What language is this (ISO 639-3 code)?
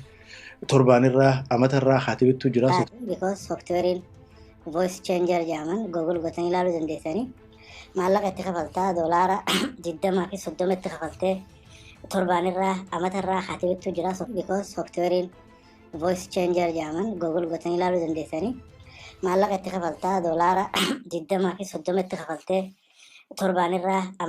orm